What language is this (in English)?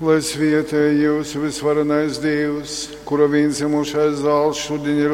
Latgalian